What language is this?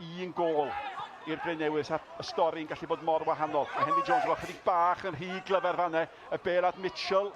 Welsh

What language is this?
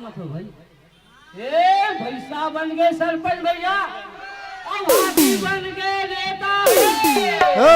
Chhattisgarhi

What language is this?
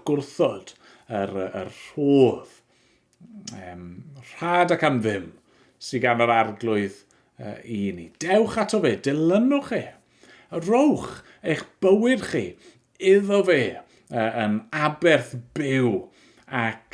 Welsh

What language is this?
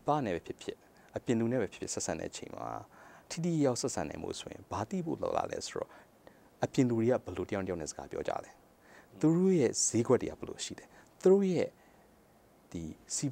Burmese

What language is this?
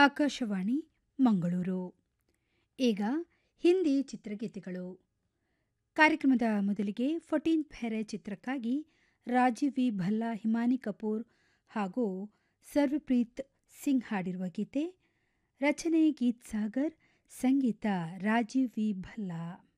Kannada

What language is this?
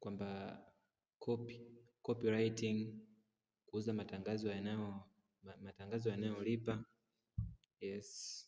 Swahili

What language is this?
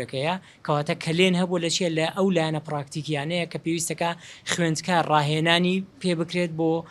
Central Kurdish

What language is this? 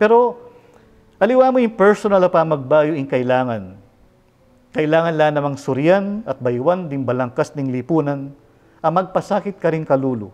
Pampanga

